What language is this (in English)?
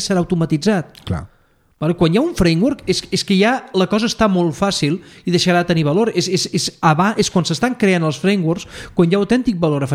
Catalan